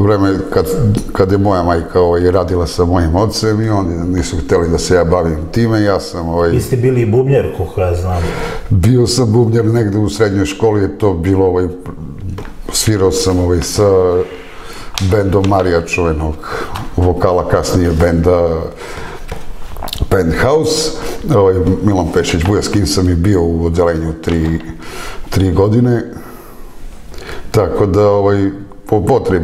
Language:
Serbian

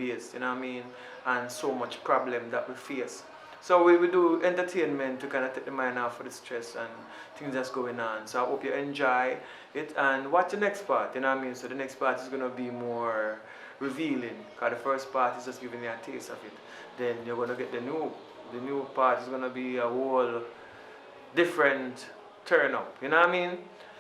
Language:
Jamaican Creole English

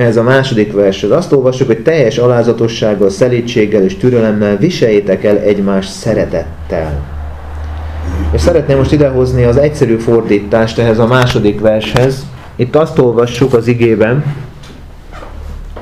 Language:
Hungarian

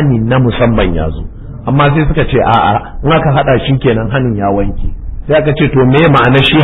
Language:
Hausa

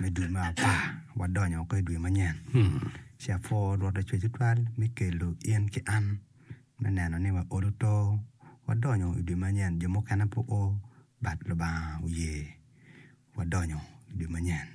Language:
Acoli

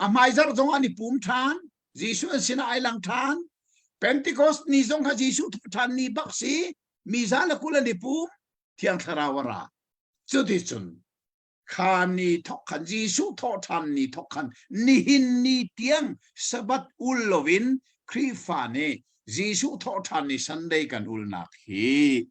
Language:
Hakha Chin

